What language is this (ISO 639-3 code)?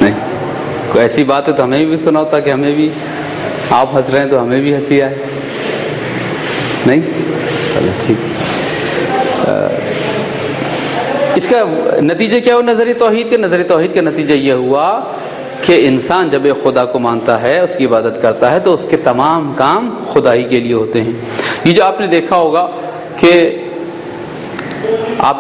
urd